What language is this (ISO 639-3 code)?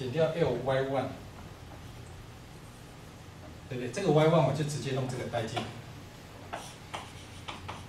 zho